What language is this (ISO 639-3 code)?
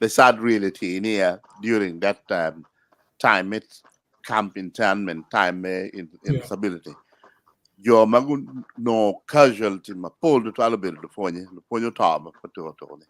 ach